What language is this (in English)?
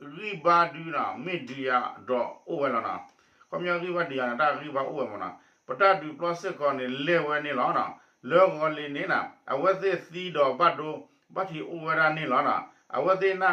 S'gaw Karen